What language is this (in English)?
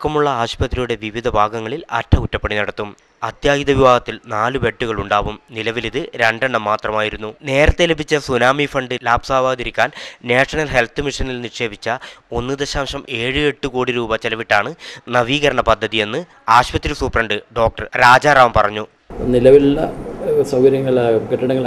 Malayalam